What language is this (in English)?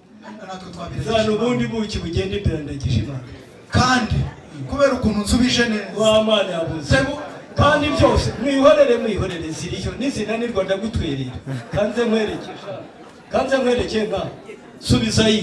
Kinyarwanda